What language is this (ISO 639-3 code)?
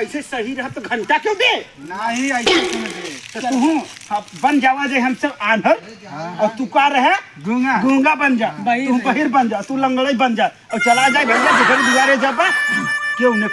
awa